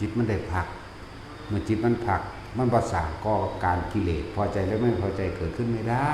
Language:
Northeastern Thai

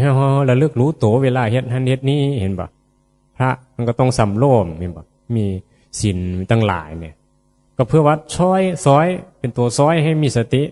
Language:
Northeastern Thai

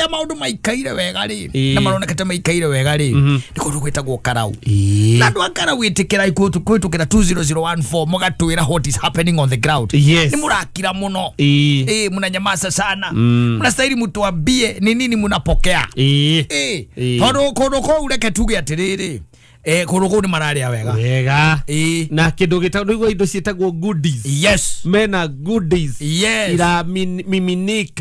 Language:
Kikuyu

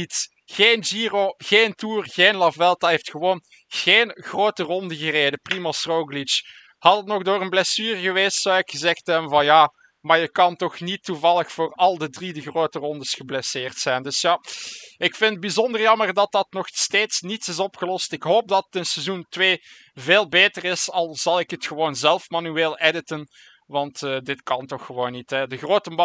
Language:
Dutch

